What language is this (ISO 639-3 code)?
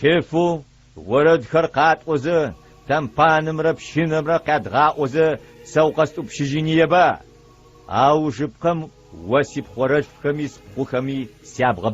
ady